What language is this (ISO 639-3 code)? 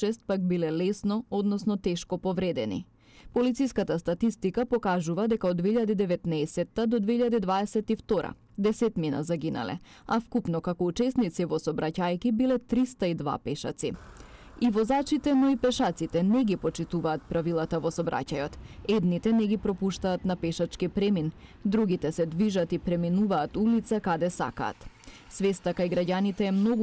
mkd